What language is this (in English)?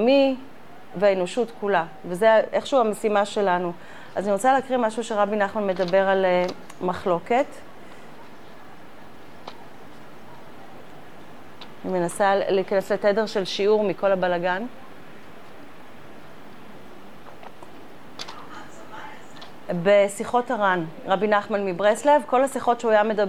Hebrew